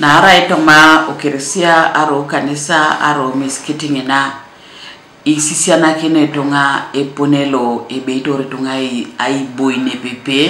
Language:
Teso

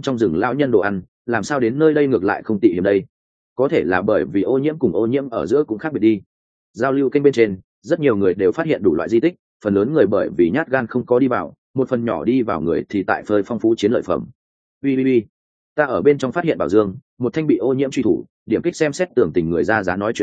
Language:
Vietnamese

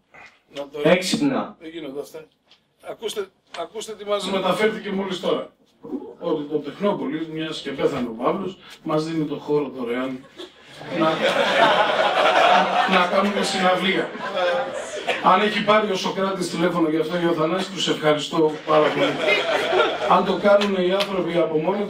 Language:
Greek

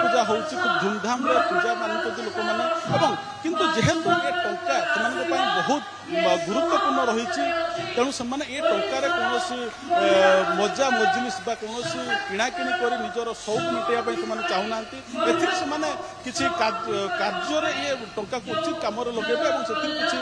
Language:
Odia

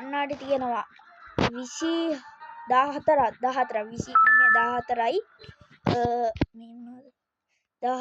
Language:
Sinhala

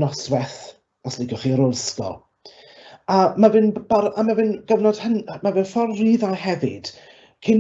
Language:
Welsh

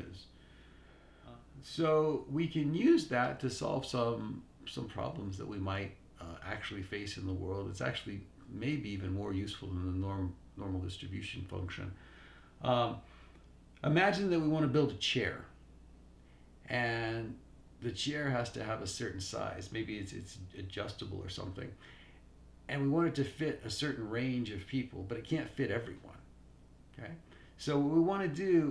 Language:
English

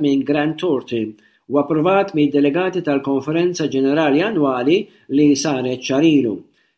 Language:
Maltese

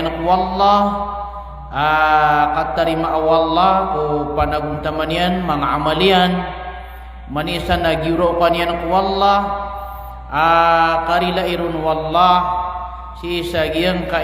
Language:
Maranao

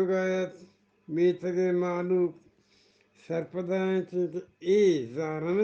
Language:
Eastern Balochi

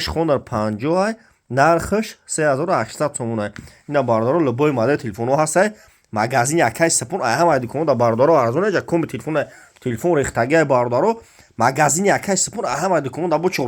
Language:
Tajik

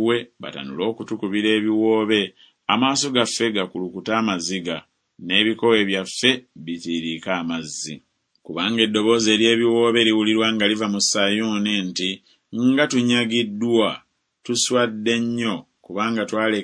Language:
Ganda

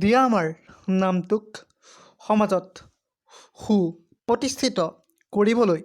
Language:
Assamese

